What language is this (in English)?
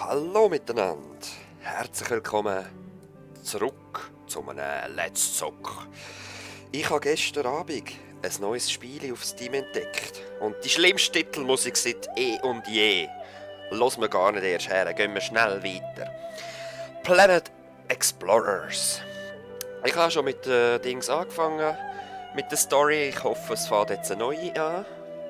Swiss German